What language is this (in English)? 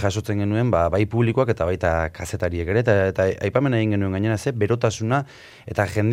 Basque